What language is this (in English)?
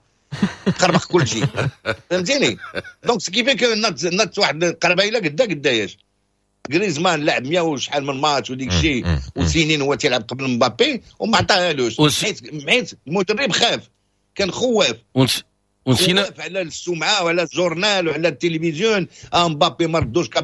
Moroccan Arabic